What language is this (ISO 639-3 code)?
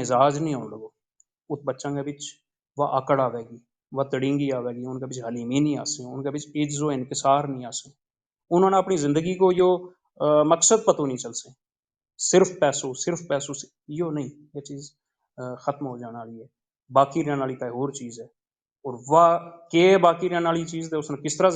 gju